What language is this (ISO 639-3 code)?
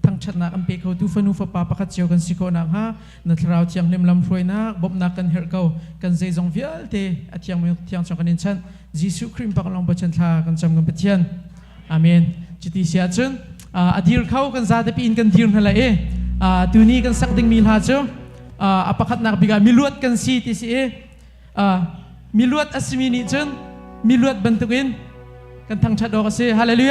cnh